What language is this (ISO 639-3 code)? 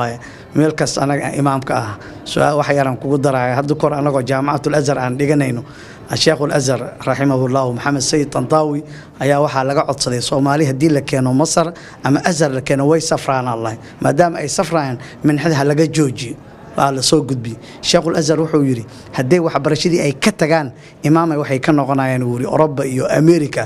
som